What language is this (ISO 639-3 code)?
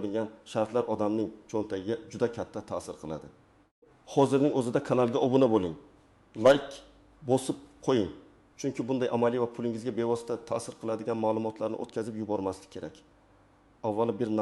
uzb